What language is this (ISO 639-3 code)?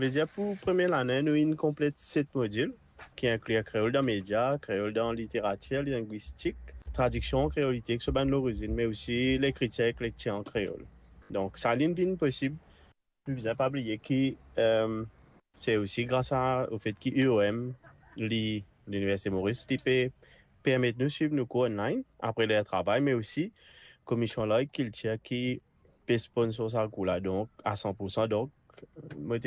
mfe